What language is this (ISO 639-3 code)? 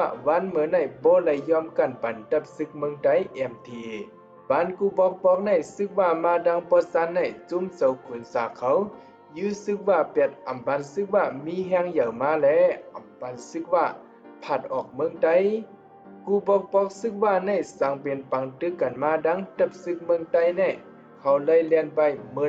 shn